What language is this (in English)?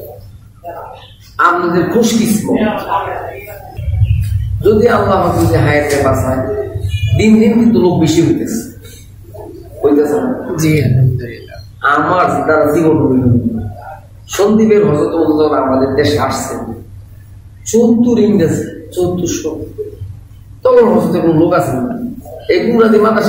Bangla